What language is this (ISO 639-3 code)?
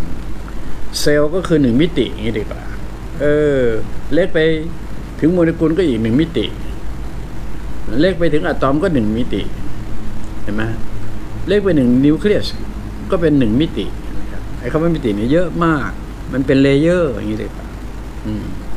tha